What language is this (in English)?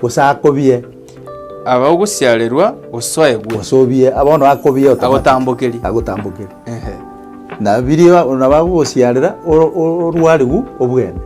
Gusii